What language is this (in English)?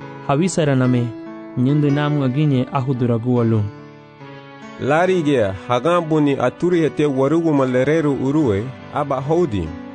Garifuna